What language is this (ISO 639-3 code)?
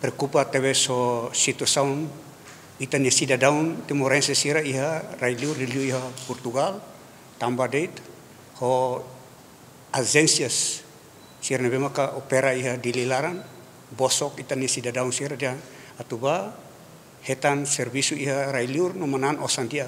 tet